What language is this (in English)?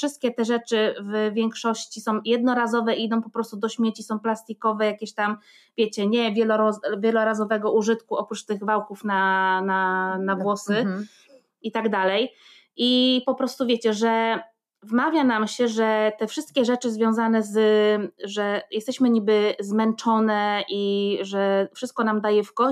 Polish